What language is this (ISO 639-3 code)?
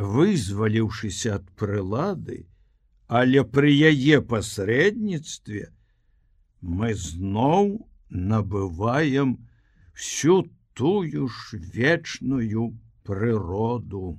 bel